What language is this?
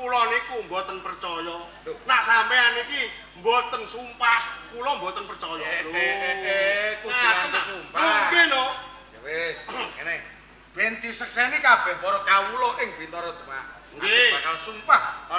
Javanese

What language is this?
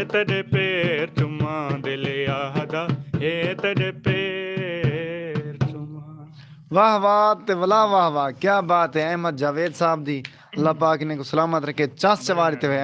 Saraiki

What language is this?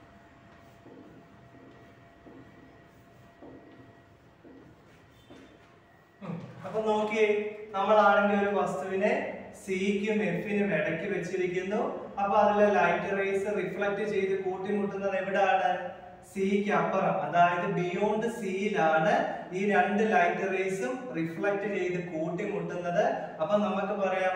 Malayalam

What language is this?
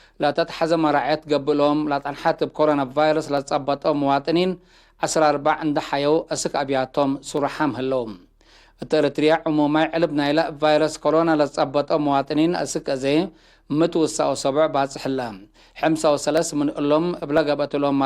Tigre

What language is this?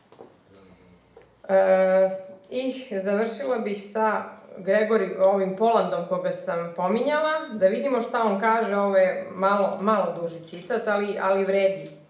Serbian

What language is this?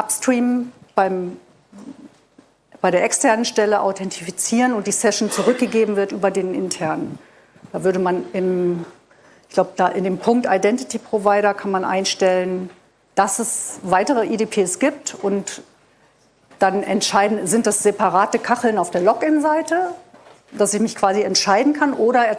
German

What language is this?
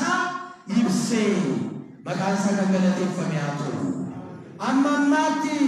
Oromo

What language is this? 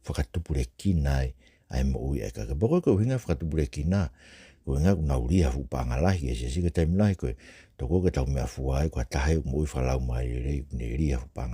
Tongan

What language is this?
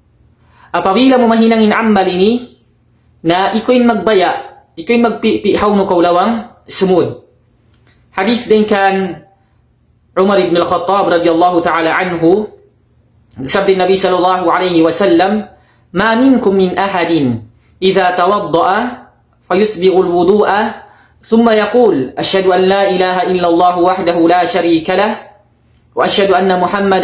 Tausug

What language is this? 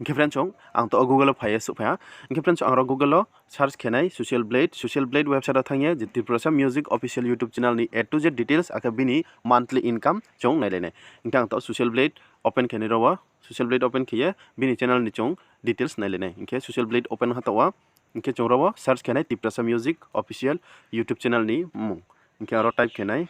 Riang (India)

